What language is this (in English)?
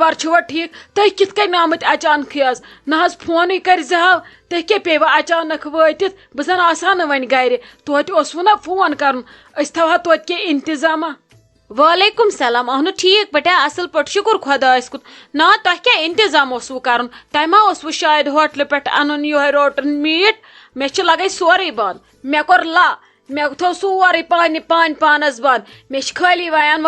Kashmiri